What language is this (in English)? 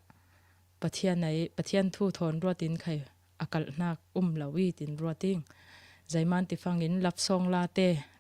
Falam Chin